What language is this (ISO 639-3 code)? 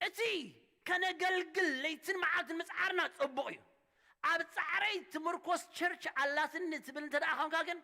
tir